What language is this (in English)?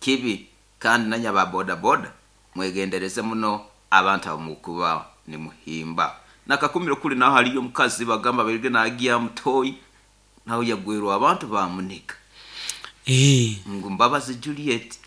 Nyoro